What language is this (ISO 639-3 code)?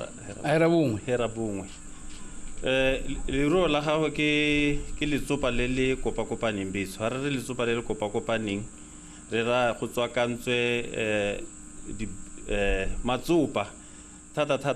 tsn